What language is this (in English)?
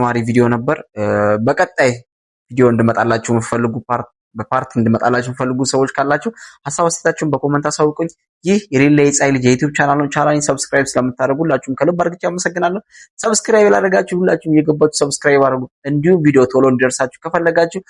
Amharic